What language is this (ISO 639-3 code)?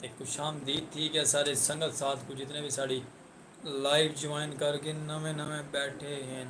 skr